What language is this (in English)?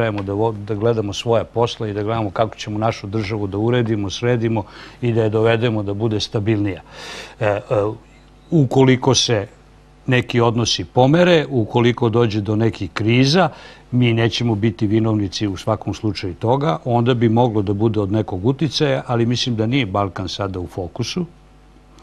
Serbian